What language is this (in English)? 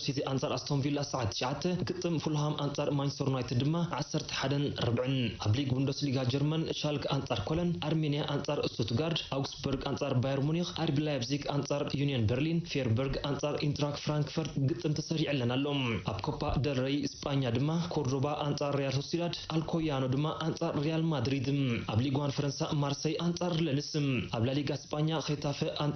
Tigrinya